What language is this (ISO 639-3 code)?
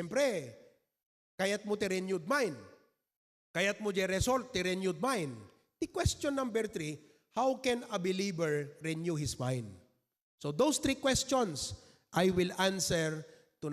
ilo